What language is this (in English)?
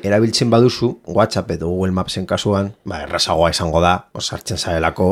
Basque